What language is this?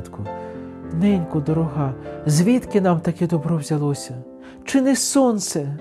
Ukrainian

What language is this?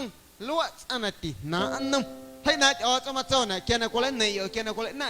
Guerrero Amuzgo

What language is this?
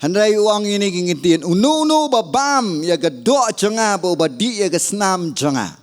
Khasi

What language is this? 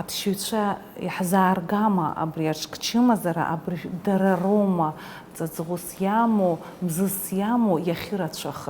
Abkhazian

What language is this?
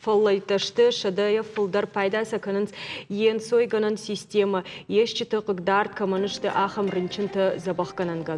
Ossetic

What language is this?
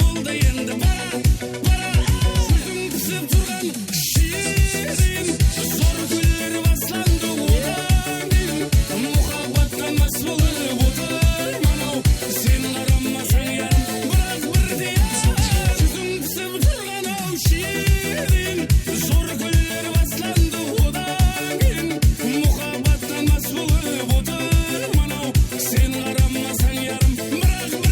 Kara-Kalpak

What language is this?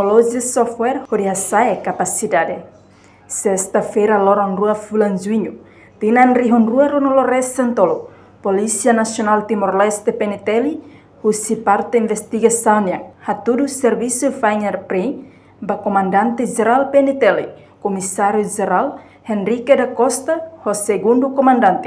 Tetum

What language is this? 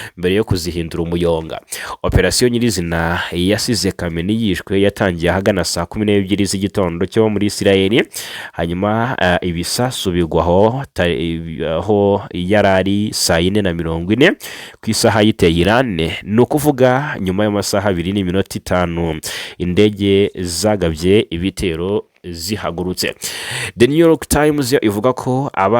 Kinyarwanda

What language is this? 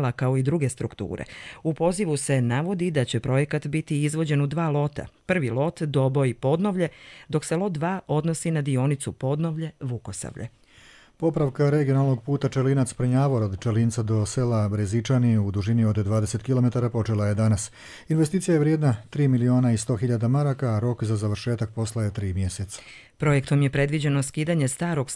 Serbian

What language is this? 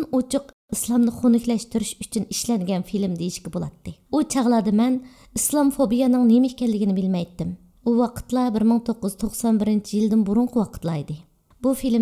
Uyghur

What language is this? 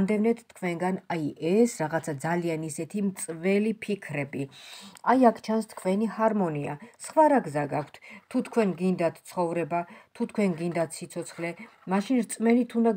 Georgian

